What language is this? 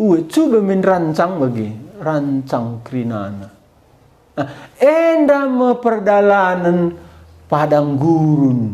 Batak Karo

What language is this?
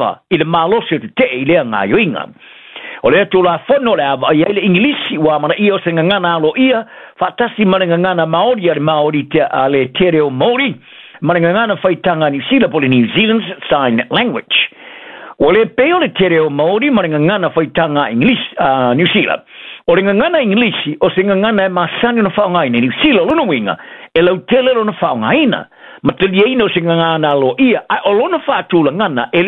Samoan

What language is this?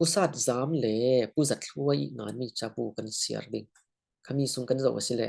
Falam Chin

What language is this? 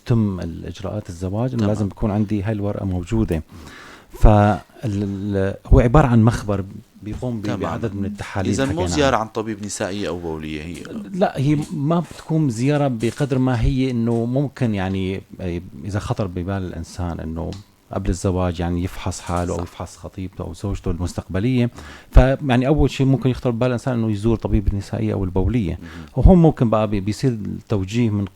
North Levantine Arabic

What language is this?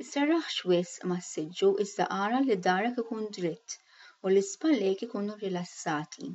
Maltese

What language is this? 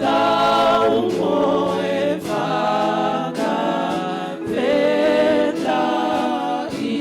Tongan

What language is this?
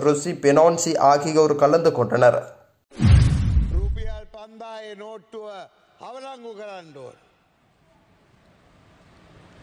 Tamil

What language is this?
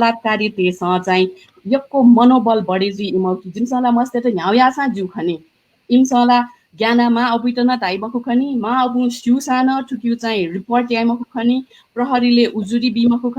Newari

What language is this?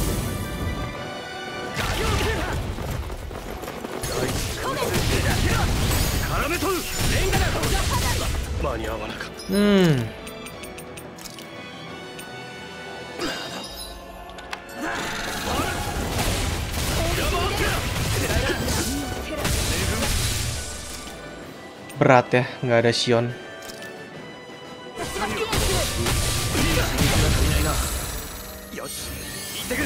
Indonesian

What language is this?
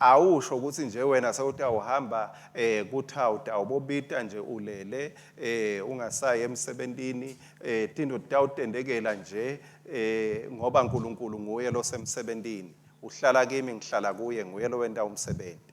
Swati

